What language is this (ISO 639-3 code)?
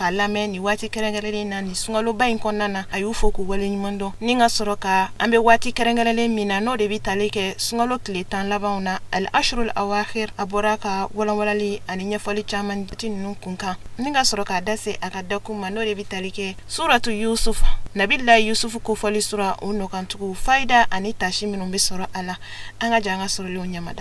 bam